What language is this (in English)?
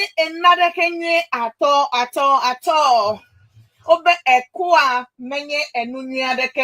Ewe